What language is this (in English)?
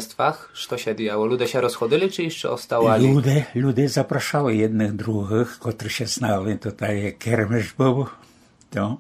Rusyn